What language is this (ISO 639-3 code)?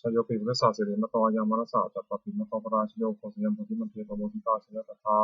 pli